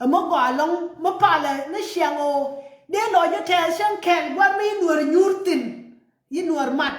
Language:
Nuer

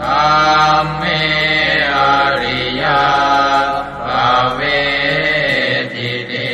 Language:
Pali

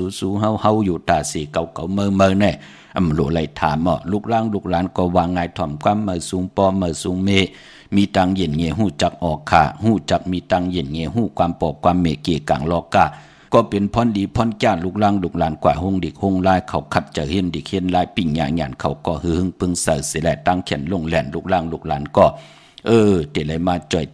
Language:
Shan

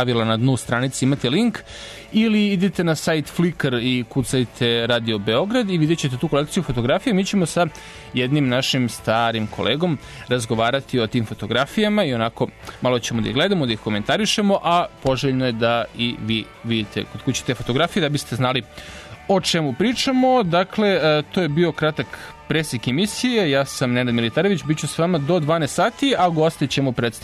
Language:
Serbian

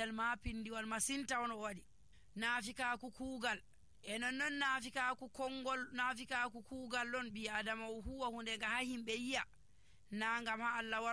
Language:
Nigerian Fulfulde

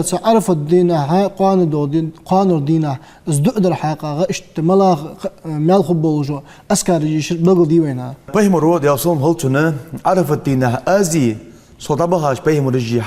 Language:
Ingush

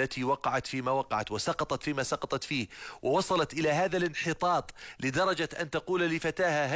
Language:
Arabic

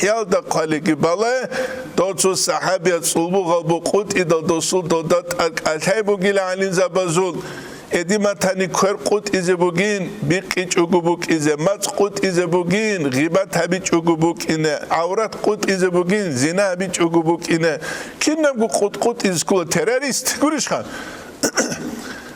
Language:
Avaric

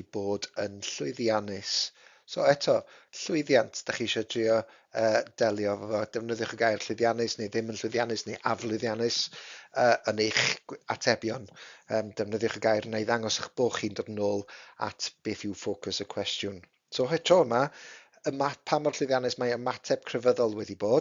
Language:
Welsh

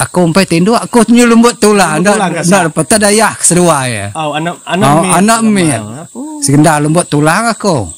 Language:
Iban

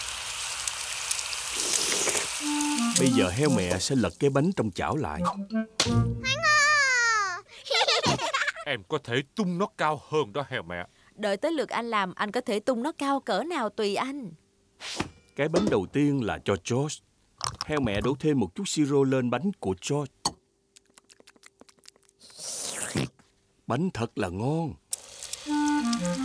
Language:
Vietnamese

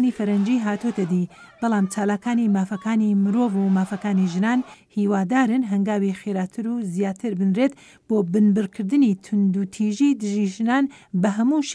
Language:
Central Kurdish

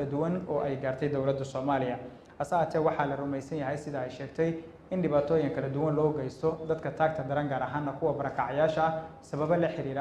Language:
Somali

